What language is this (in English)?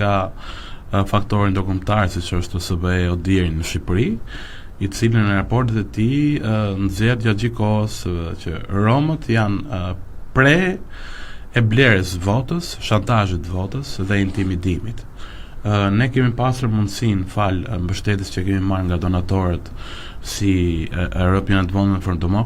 Albanian